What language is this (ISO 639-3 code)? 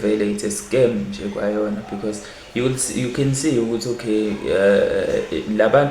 zul